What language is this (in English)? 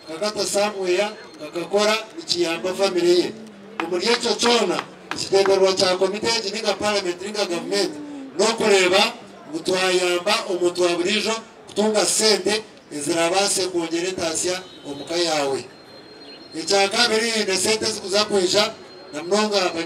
Nyankole